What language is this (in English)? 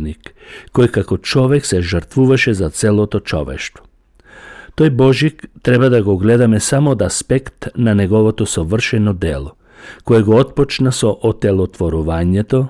Macedonian